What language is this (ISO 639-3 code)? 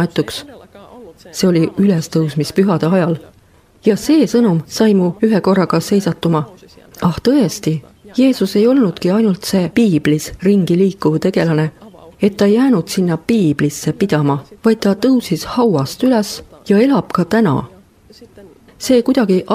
est